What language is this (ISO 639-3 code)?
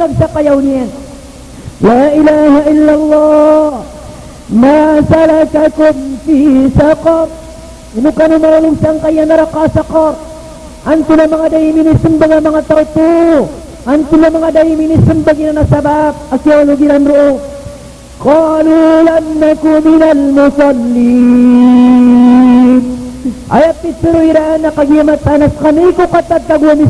mrw